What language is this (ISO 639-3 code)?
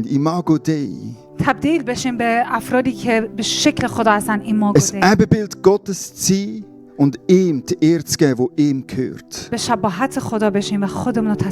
gsw